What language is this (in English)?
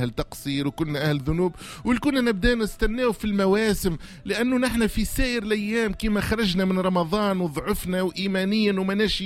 Tunisian Arabic